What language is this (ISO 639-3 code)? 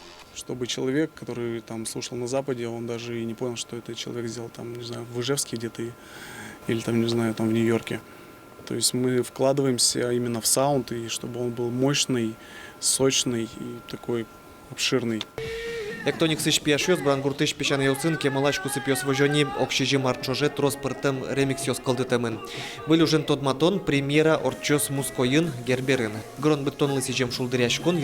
udm